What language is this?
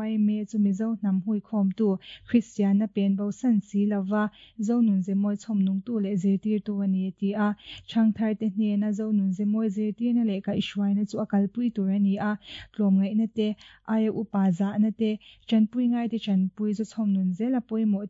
Mizo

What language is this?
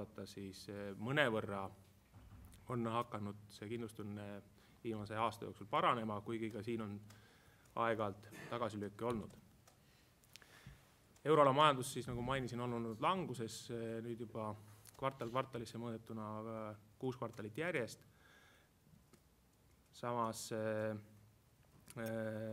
Estonian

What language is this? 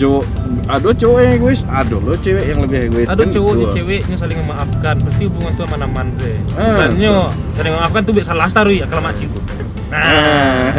Minangkabau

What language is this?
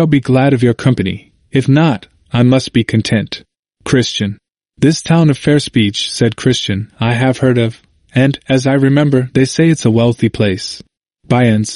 English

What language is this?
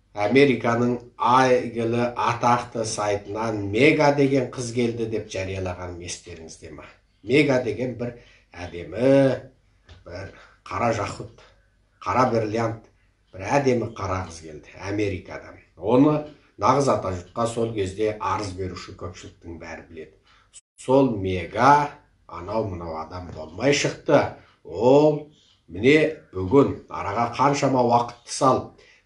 Kazakh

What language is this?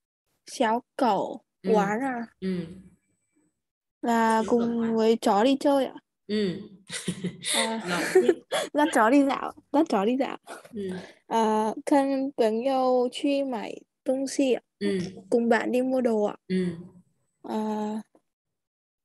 Vietnamese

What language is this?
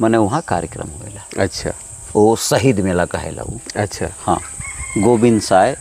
Sadri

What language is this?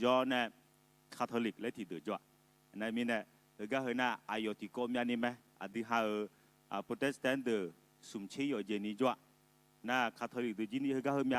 Akha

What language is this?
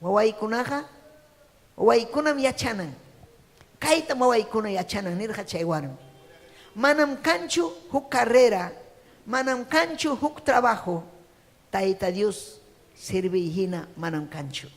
Ayacucho Quechua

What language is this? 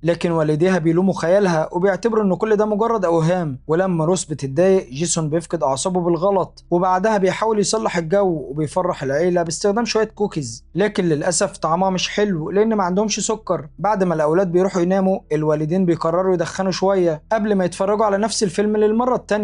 Egyptian Arabic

